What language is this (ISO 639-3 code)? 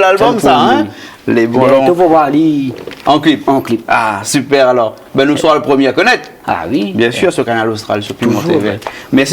rcf